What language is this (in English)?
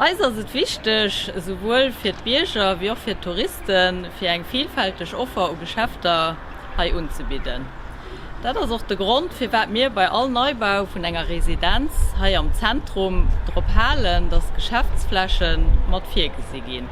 Luxembourgish